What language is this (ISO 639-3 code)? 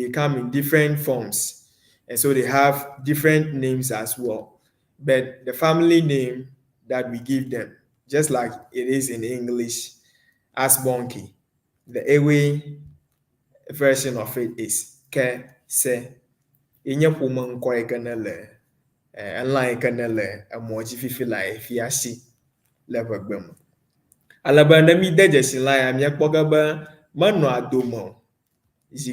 ewe